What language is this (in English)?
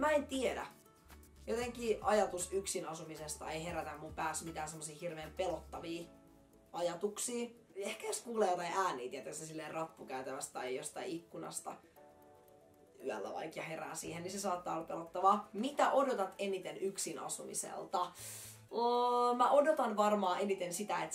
Finnish